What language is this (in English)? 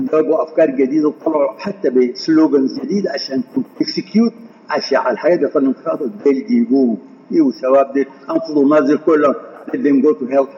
Sudanese Arabic